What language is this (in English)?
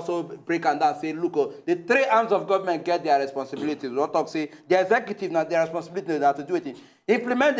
Nigerian Pidgin